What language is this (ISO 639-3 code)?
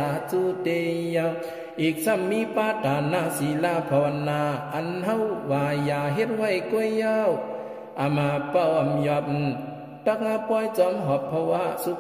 shn